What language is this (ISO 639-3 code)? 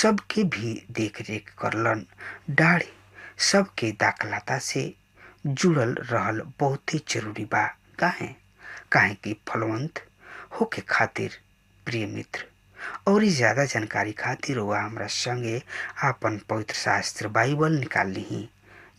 bho